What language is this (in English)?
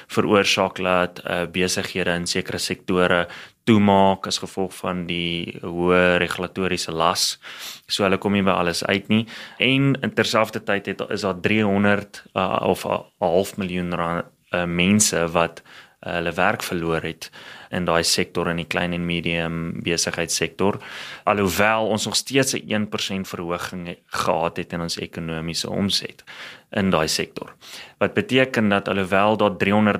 Afrikaans